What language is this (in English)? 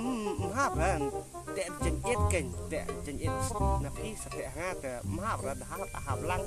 Khasi